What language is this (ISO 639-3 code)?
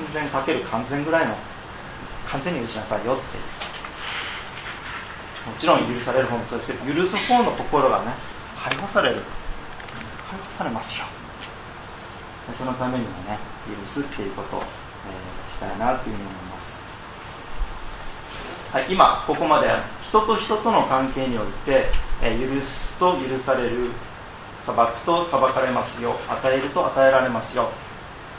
jpn